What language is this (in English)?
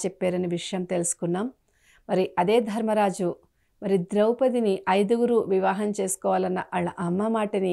Telugu